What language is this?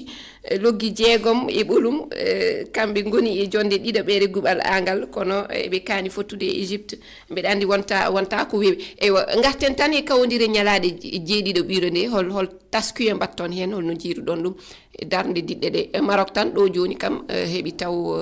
Fula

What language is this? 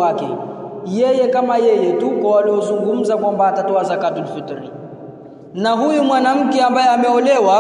Swahili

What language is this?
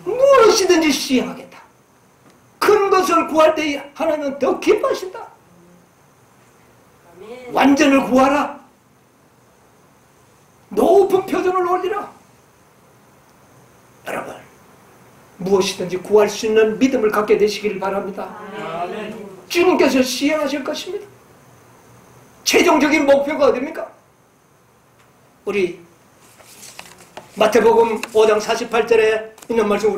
Korean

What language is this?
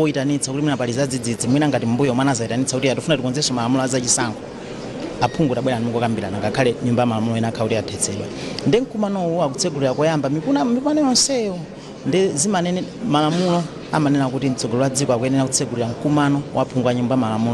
Nyanja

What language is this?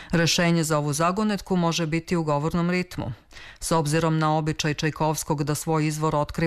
Serbian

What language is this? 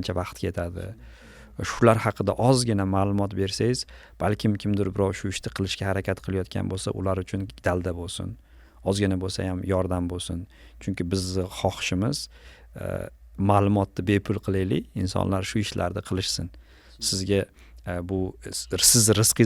Uzbek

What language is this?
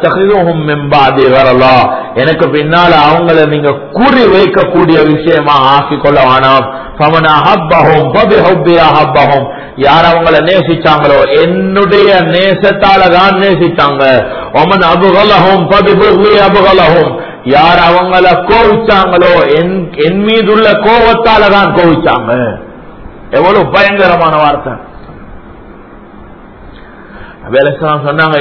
Tamil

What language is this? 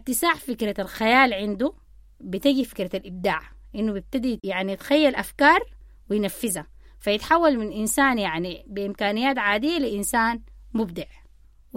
Sudanese Arabic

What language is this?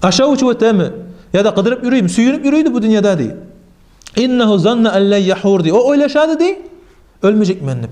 Kumyk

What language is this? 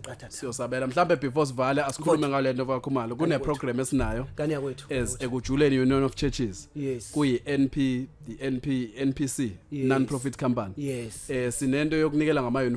Zulu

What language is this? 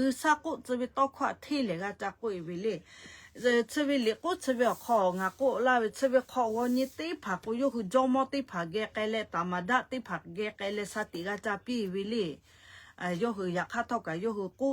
Lahu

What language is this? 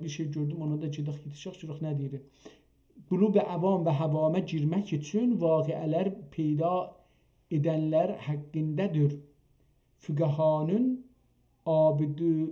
South Azerbaijani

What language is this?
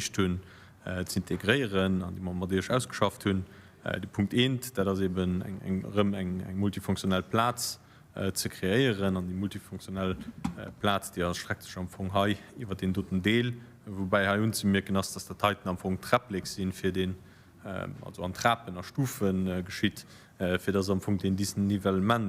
Luxembourgish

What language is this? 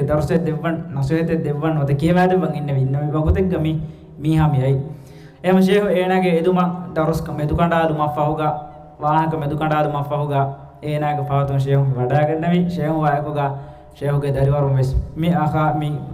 Divehi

